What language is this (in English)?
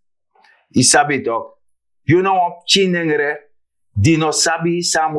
Sranan Tongo